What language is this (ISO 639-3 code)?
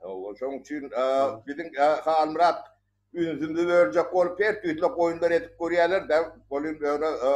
tuk